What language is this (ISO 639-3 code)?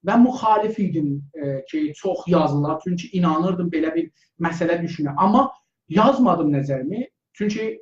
azb